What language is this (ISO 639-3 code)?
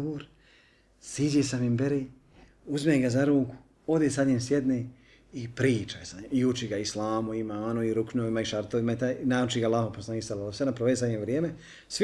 bos